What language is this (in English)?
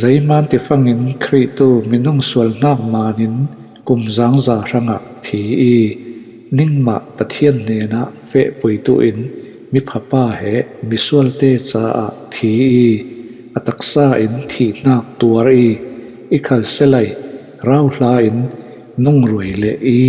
Falam Chin